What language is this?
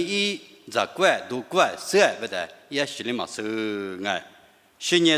Lisu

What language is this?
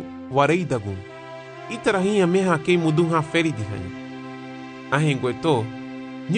Garifuna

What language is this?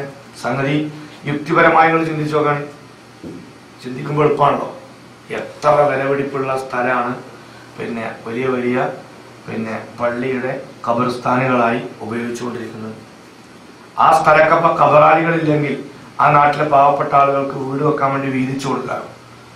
Malayalam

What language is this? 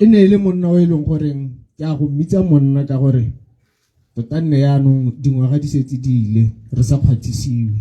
Tswana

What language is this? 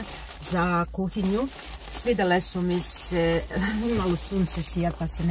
Croatian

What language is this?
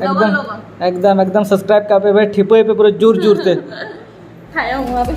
Santali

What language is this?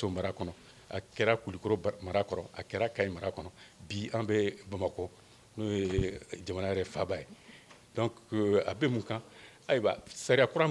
Bambara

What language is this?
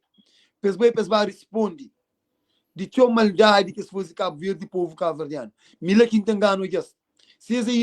Kabuverdianu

